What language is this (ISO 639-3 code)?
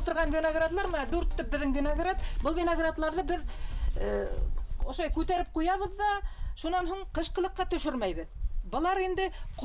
bak